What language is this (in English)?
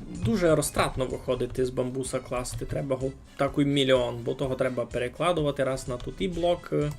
Rusyn